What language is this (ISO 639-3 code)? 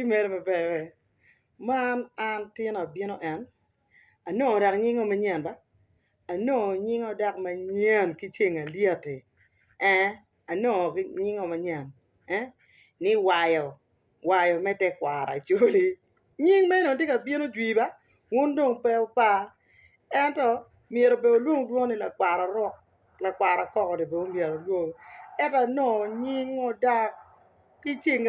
ach